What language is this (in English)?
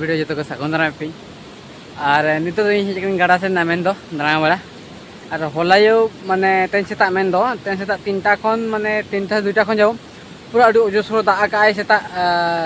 Santali